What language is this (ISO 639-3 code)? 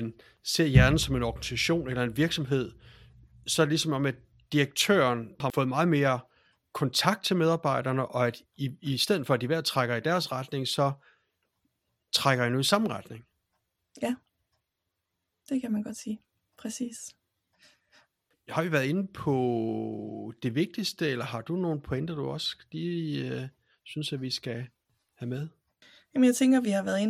dan